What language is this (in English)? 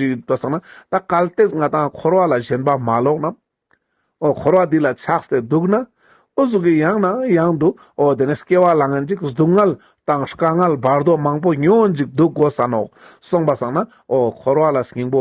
Ladakhi